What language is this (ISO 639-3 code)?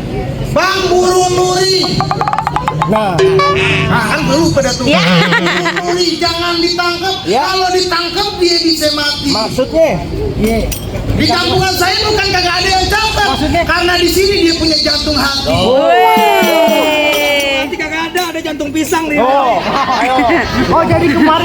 bew